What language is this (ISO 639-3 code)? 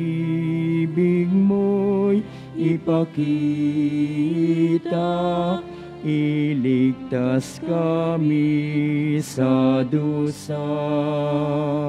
fil